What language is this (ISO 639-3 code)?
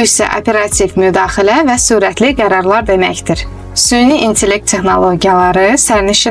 aze